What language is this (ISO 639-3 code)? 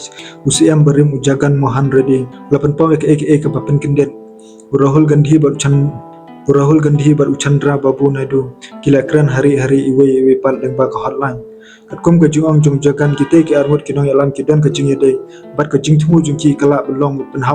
kha